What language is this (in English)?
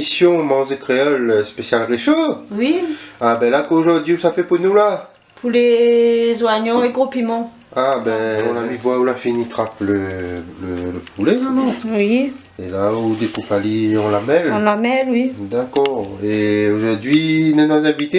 Réunion Creole French